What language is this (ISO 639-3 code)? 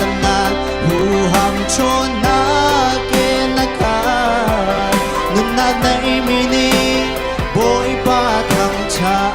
cnh